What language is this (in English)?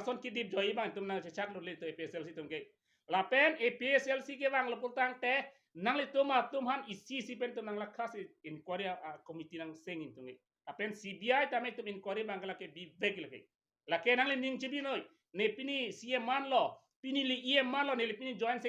Karbi